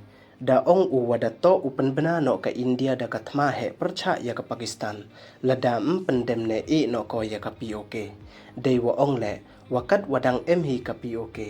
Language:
Pnar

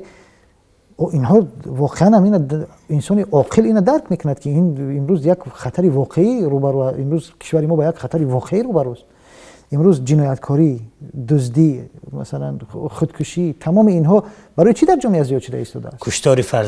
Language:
Tajik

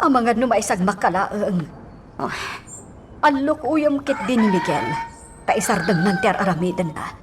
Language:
Iloko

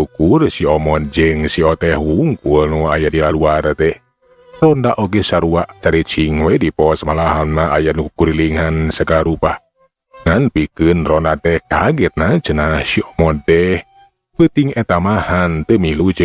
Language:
Sundanese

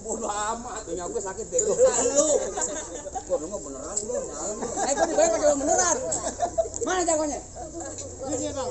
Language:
Betawi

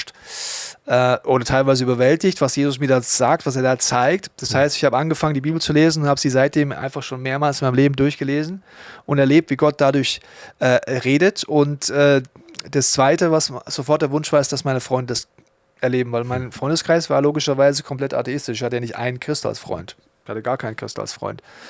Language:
Swiss German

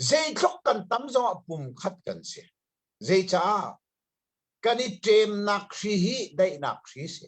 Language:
Hakha Chin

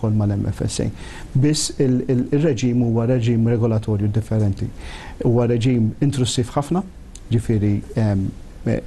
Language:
Maltese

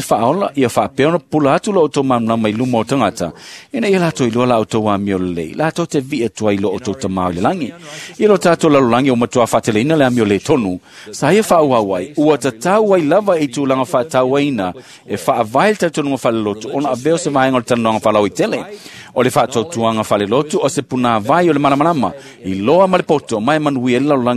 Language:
Samoan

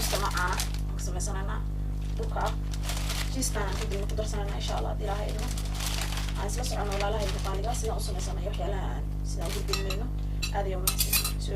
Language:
Somali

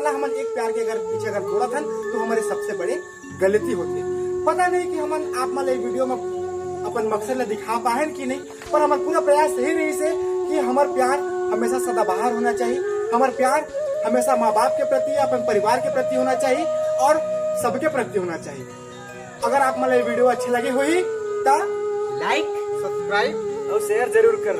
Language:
Chhattisgarhi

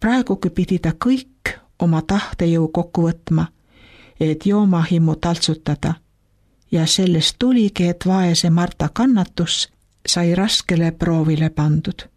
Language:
Estonian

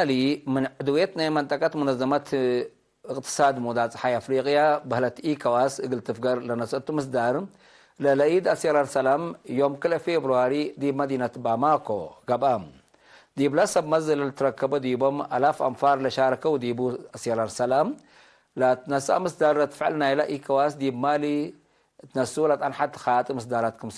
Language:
Tigre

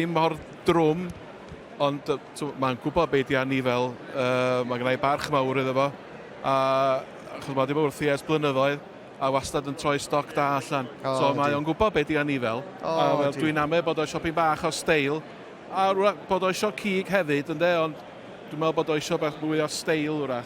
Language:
Welsh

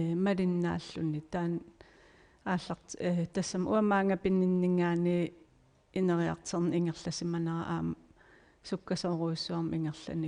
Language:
Kalaallisut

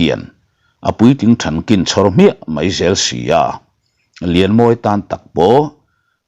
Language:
Mizo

